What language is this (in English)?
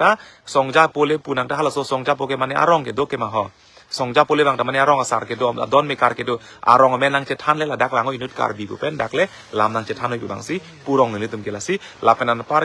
Karbi